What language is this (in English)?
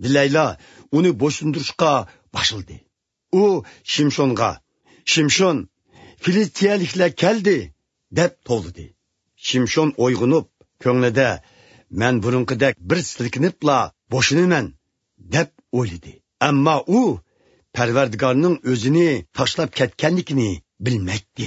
Uyghur